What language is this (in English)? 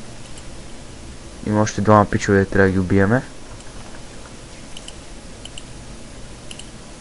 Bulgarian